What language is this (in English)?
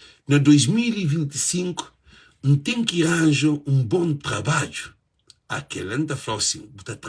Kabuverdianu